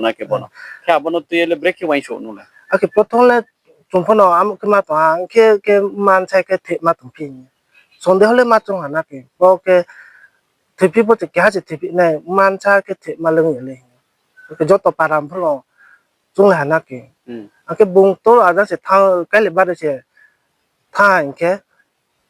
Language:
Riang (India)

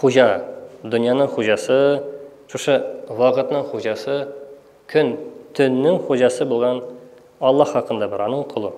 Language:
Tatar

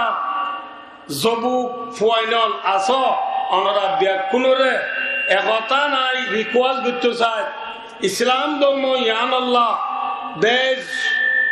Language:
Rohingya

